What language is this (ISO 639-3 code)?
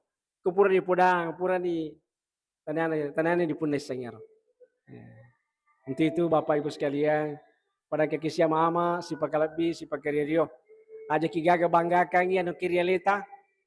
bug